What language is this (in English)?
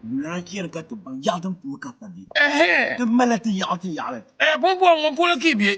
Dagbani